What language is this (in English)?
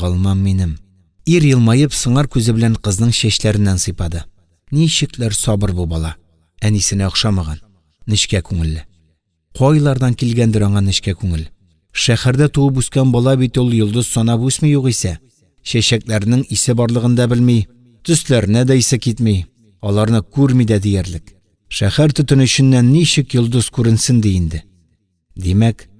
Tatar